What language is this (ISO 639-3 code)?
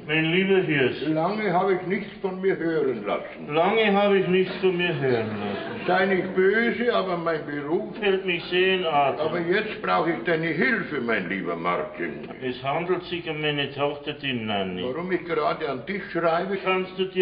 bar